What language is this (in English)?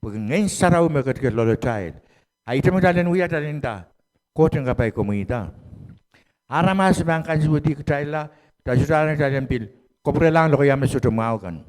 Pohnpeian